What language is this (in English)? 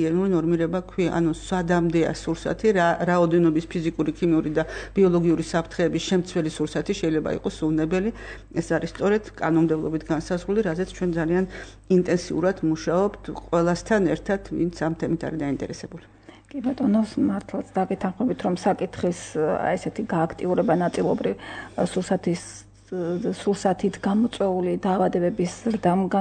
Georgian